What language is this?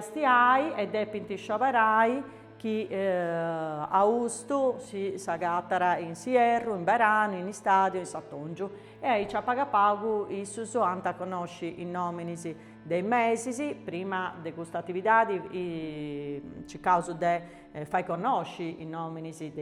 Sardinian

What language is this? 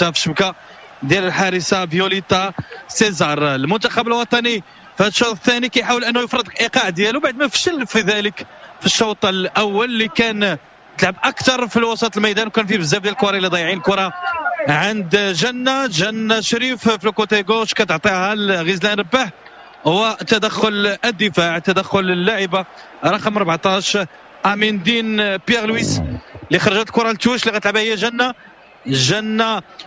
Moroccan Arabic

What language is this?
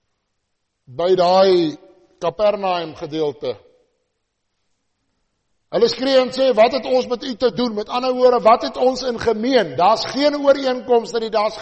Afrikaans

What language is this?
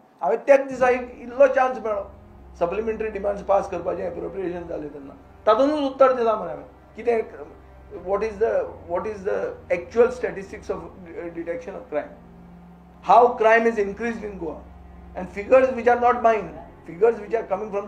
Konkani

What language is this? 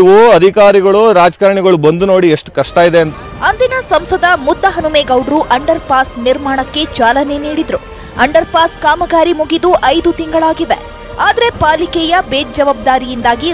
Kannada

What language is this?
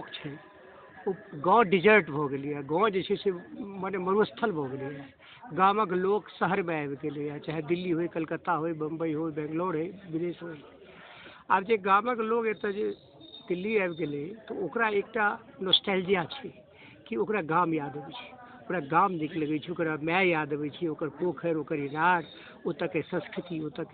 Maithili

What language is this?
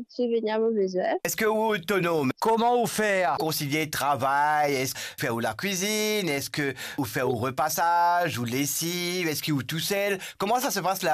Morisyen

